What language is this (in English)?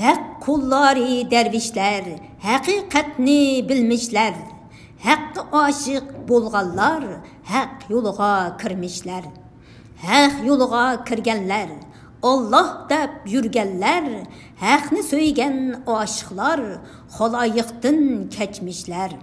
Uyghur